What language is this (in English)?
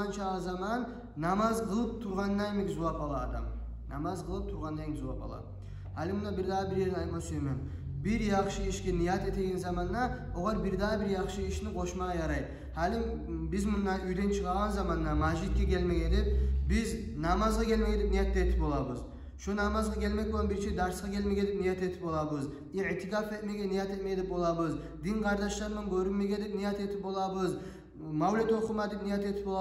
Kumyk